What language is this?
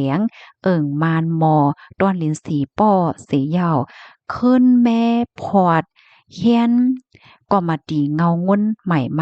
Shan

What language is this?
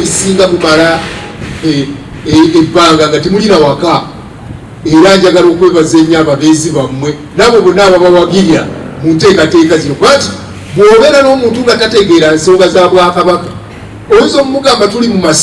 Ganda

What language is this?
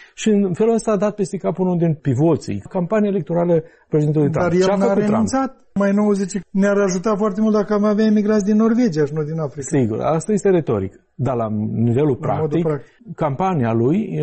Romanian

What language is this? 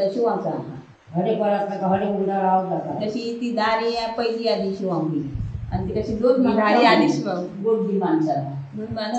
Konkani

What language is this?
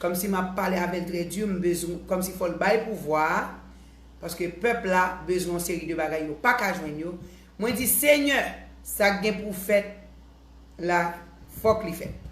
Haitian Creole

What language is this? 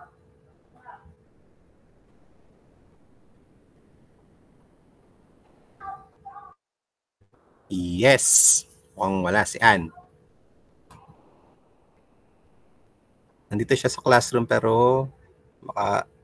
Filipino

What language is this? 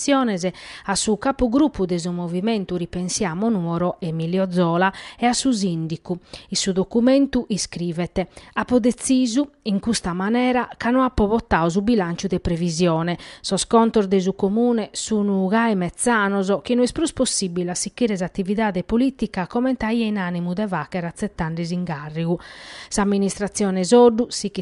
Sardinian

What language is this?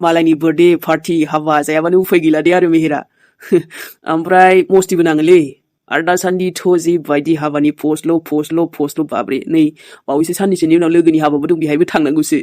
Bodo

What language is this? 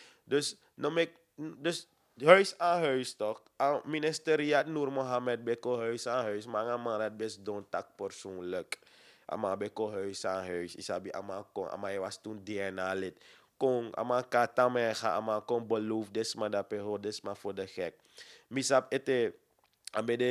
Sranan Tongo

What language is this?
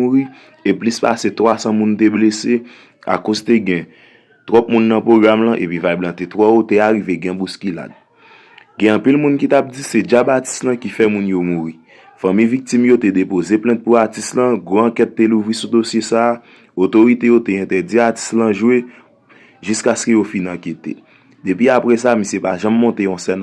Haitian Creole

